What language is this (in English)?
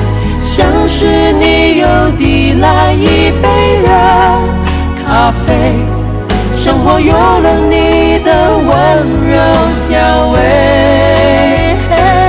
Chinese